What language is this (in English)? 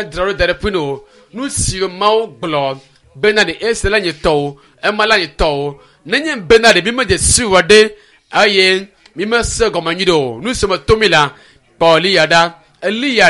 Ewe